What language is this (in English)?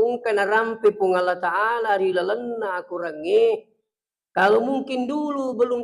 Buginese